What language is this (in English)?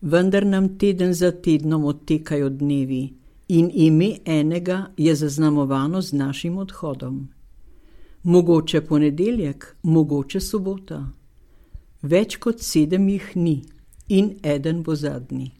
Slovenian